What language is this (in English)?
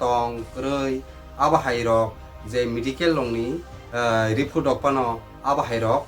Kok Borok